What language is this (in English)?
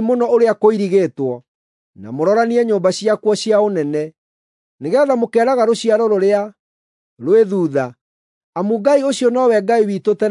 Kikuyu